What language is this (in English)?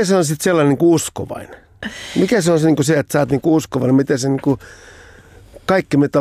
Finnish